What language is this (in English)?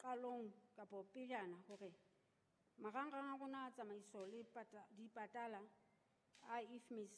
Southern Sotho